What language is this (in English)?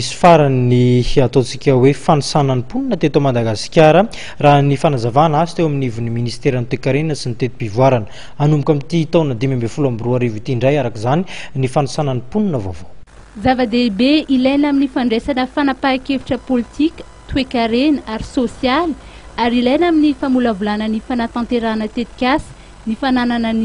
Malagasy